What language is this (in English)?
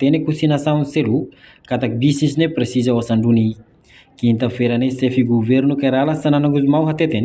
Tetum